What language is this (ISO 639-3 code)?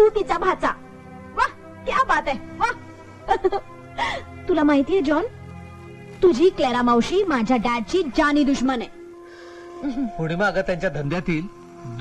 mar